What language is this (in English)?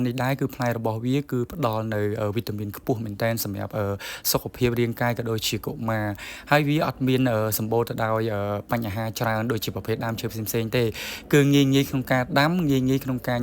Khmer